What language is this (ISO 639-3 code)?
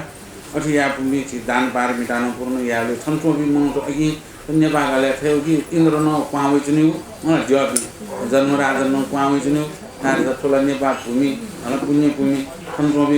new